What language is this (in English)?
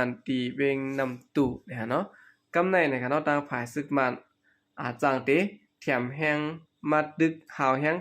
Shan